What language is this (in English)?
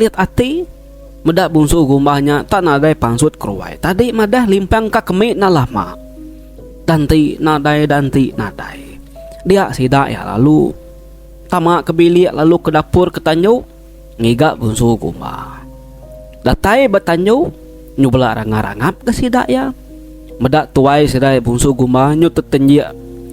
Iban